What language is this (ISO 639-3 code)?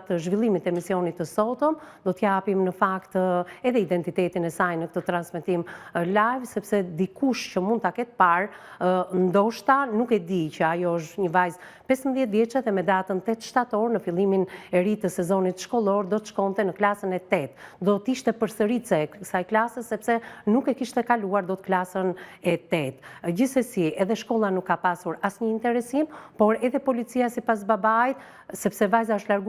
sqi